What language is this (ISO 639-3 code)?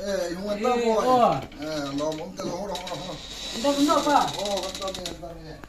hmr